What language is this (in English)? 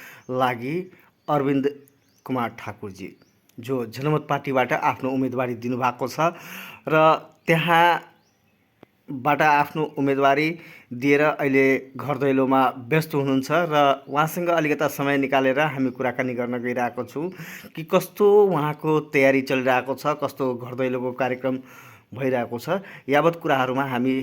Nepali